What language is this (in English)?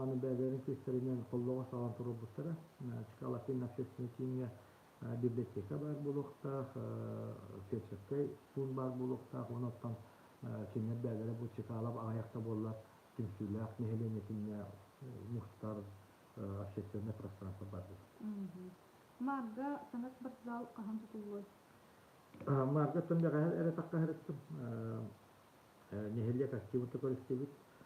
Yakut